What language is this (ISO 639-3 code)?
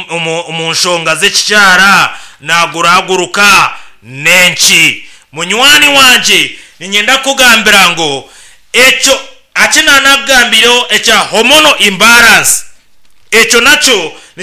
nyn